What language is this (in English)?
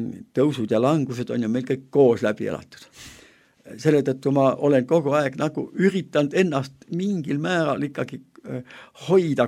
Estonian